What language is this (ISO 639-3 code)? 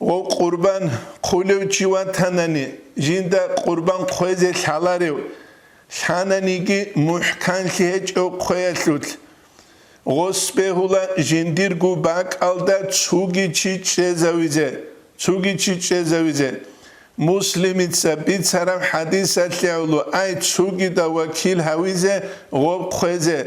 ava